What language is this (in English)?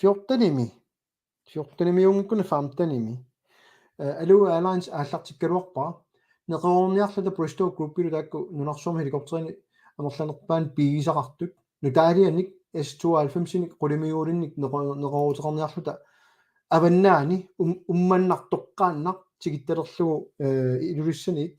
Kalaallisut